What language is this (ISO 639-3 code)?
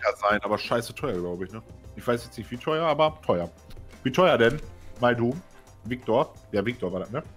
deu